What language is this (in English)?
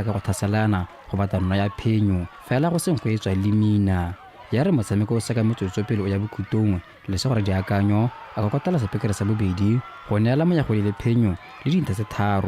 Tswana